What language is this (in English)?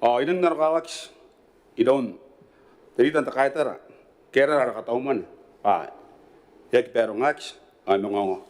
Gilbertese